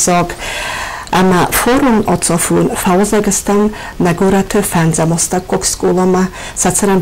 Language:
Ossetic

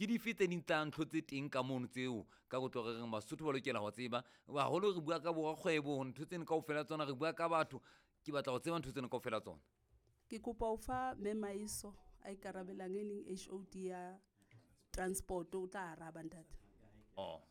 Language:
Southern Sotho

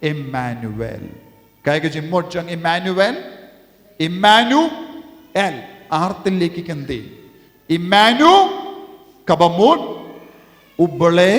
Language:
Khasi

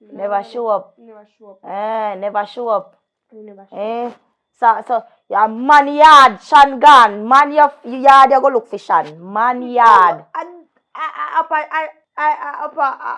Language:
Jamaican Creole English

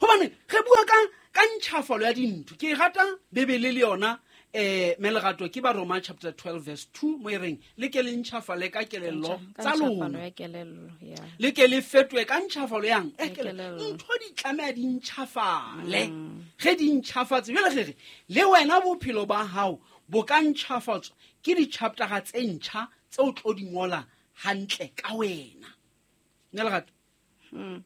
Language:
Southern Sotho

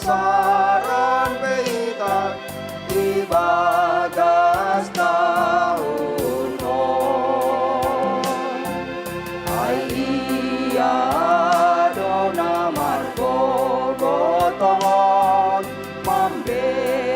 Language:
Batak Simalungun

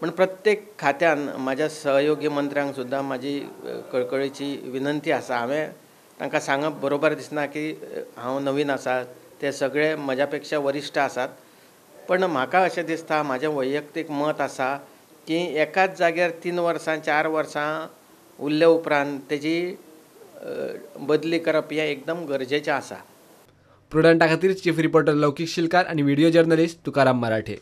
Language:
Konkani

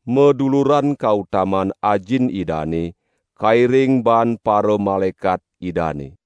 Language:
Balinese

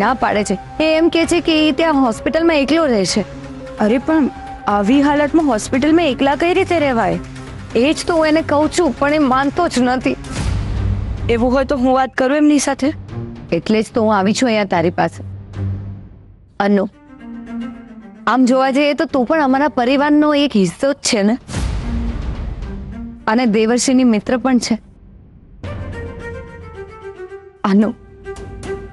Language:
Gujarati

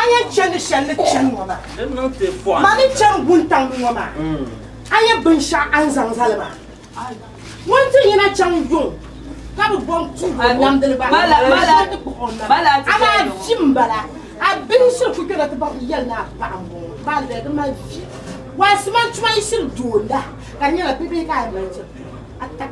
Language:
Dagbani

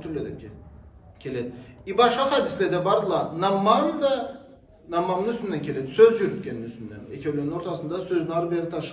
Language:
Karachay-Balkar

